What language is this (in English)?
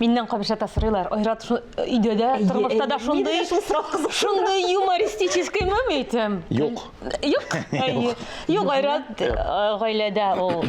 Tatar